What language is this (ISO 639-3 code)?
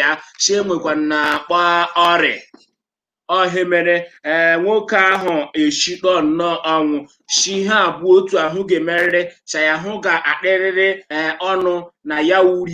ibo